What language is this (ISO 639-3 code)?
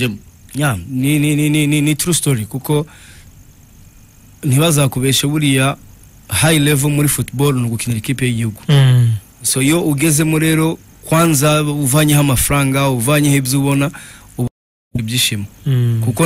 kin